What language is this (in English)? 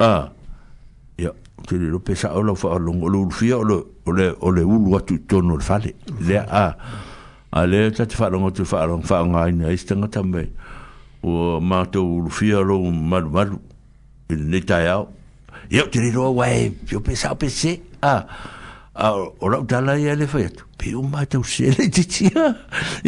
Samoan